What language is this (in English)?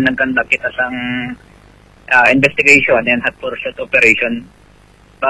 Hiligaynon